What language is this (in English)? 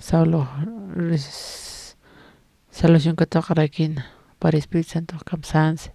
Aymara